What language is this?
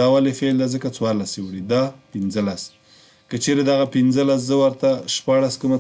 Pashto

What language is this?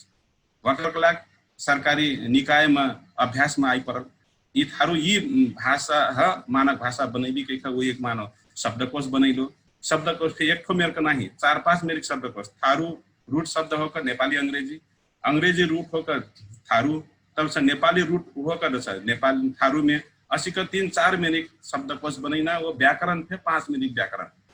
Dangaura Tharu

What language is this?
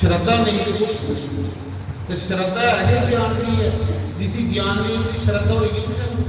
Dogri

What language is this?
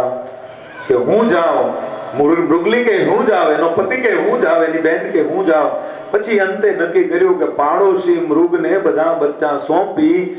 Gujarati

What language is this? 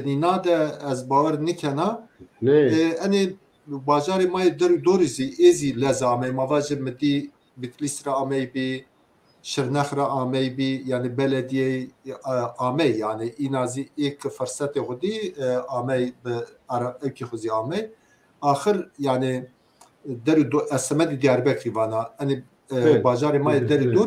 Kurdish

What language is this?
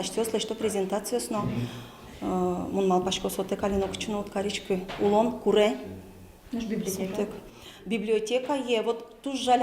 Udmurt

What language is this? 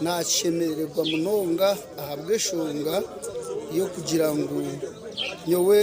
Nyankole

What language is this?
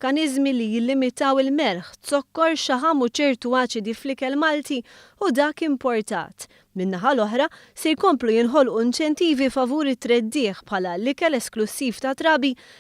Maltese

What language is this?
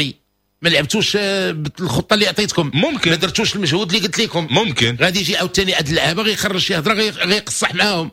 Moroccan Arabic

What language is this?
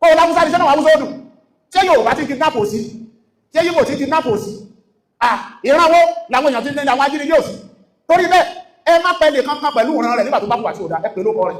Yoruba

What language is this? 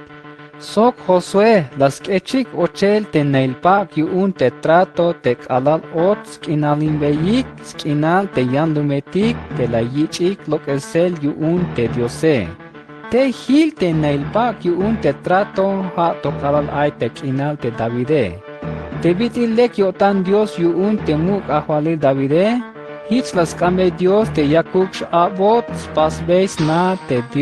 Tzeltal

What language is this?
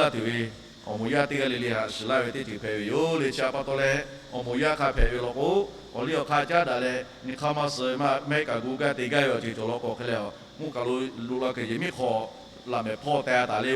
Lahu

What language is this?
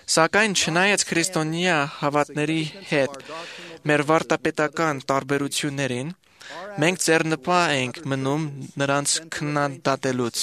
Armenian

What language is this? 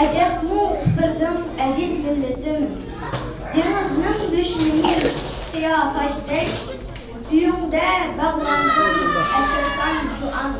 Uyghur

